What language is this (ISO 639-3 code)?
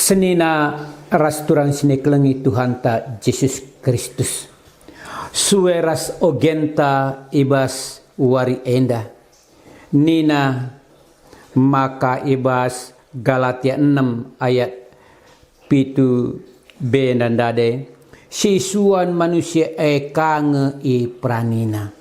btx